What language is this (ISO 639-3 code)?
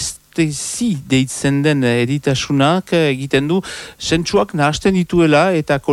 eus